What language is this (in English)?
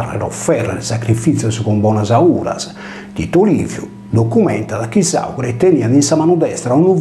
Sardinian